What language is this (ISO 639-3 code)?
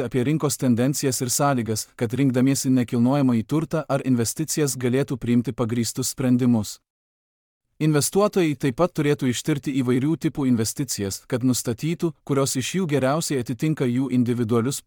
lit